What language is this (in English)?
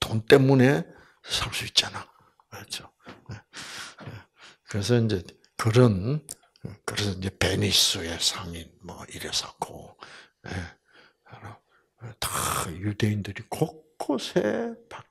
Korean